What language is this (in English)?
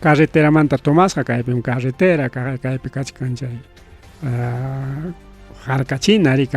Ayacucho Quechua